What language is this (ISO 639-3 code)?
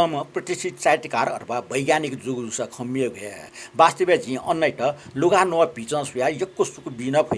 new